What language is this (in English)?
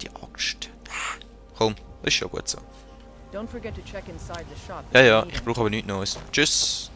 Swiss German